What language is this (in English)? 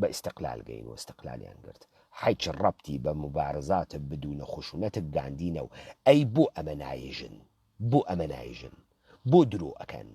Central Kurdish